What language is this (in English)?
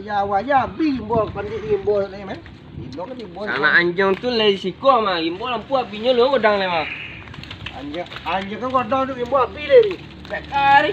Minangkabau